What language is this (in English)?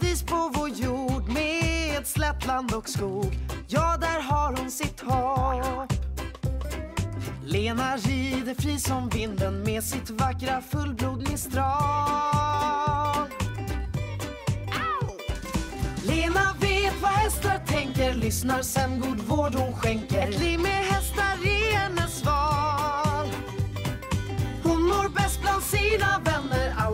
Swedish